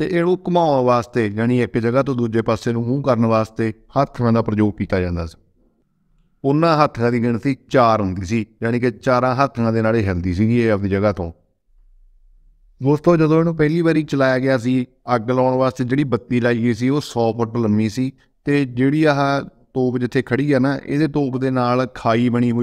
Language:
Punjabi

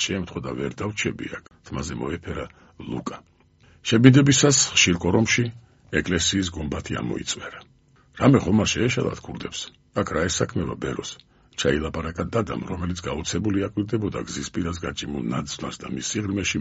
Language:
Georgian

